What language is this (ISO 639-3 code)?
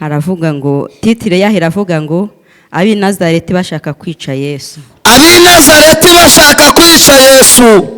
kin